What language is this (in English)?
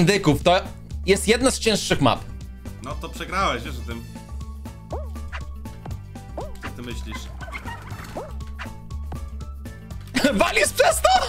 Polish